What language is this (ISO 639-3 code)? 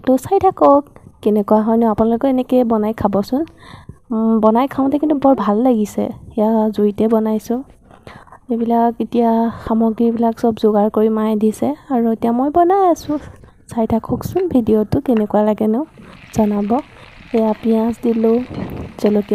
asm